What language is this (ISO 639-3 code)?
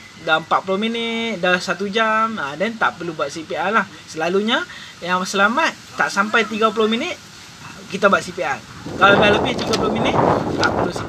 msa